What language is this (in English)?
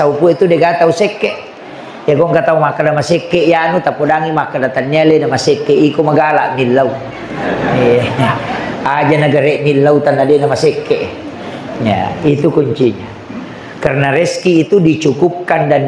Buginese